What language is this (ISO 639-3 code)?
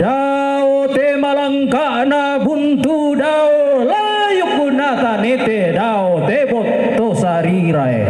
sda